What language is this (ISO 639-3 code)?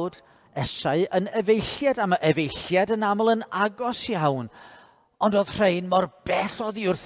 cym